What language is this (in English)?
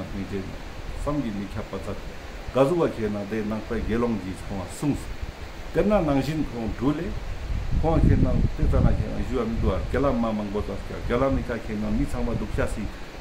Ladakhi